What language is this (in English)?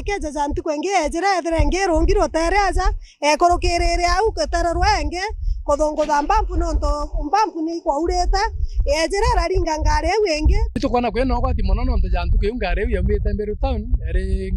Meru